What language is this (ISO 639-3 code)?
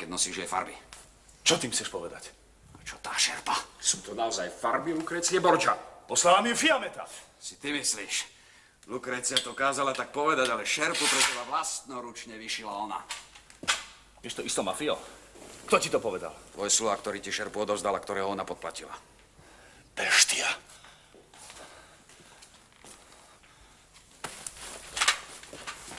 slk